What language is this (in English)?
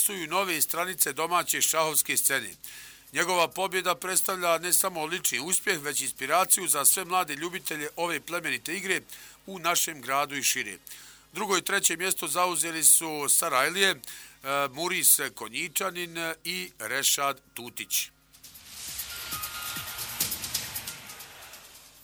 Bosnian